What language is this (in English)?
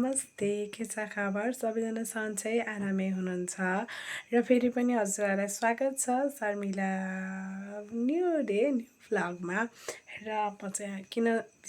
Nepali